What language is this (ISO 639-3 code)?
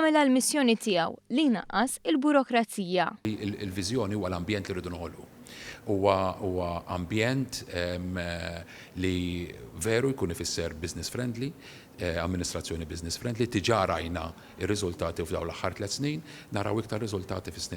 mlt